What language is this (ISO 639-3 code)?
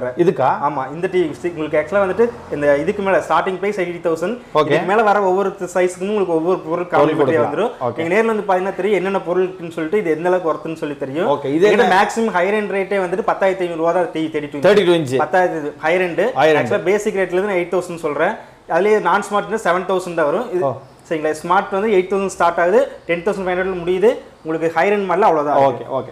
tam